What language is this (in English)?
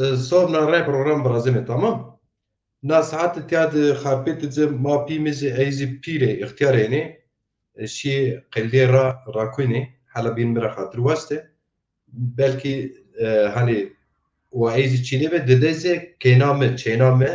Zaza